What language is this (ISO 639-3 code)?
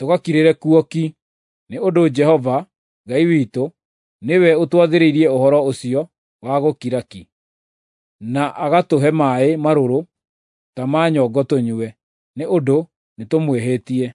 kik